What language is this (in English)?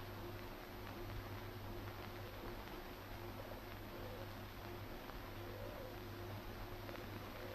Malayalam